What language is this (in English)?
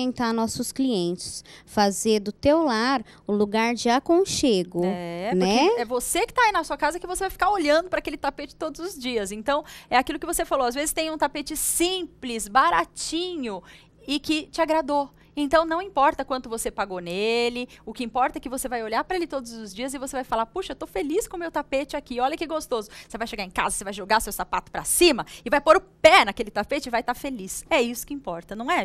Portuguese